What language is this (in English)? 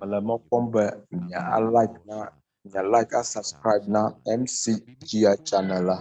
Ewe